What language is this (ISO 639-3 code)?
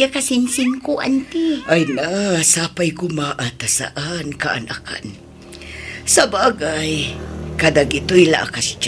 ilo